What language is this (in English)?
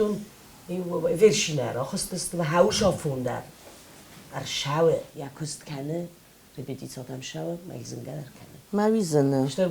Ossetic